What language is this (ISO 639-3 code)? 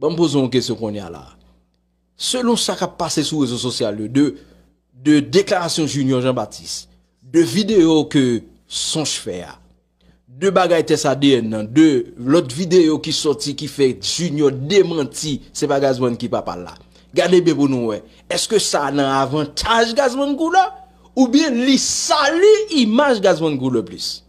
hat